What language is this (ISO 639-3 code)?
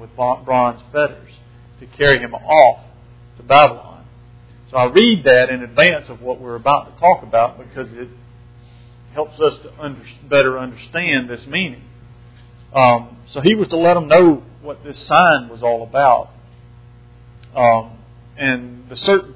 eng